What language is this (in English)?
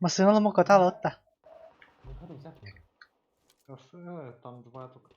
Yakut